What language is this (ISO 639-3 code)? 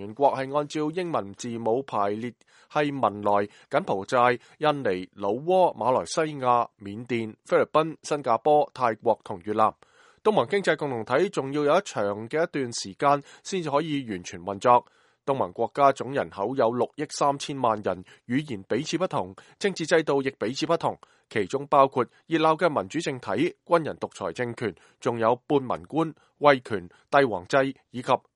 yue